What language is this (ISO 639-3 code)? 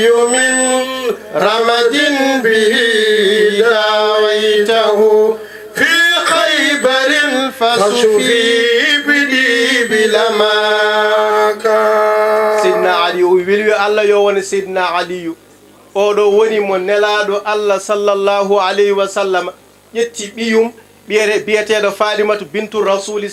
ful